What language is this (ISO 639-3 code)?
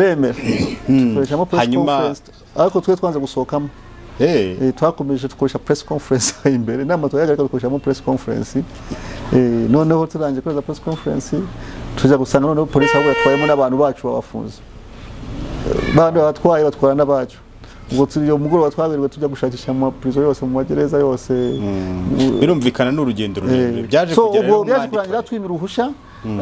kin